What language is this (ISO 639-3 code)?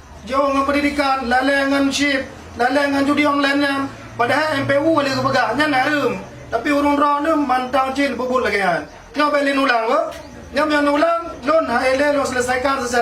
ace